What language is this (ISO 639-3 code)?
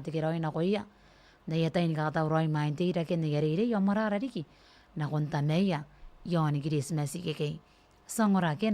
gil